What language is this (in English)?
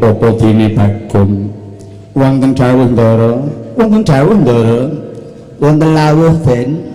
Javanese